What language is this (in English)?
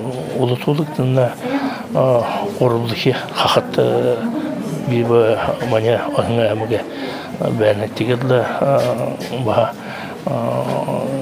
Buriat